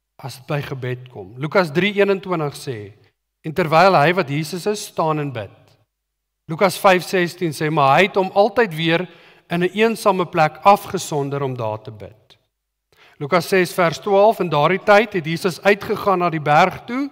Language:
Afrikaans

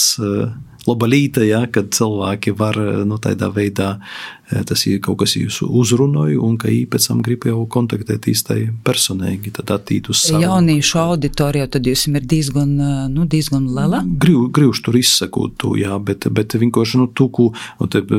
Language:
Latvian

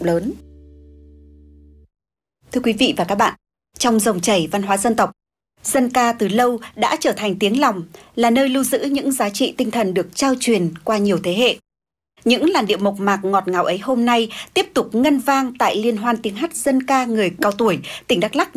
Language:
Vietnamese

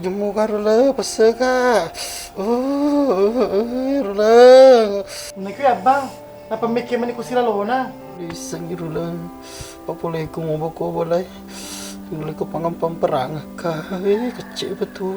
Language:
Buginese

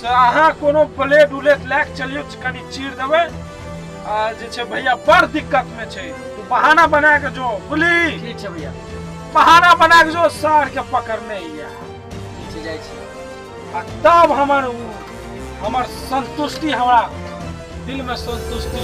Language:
Maithili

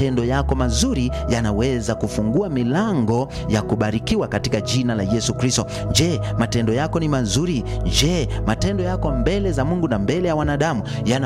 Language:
Swahili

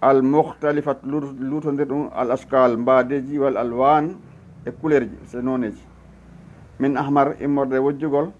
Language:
Fula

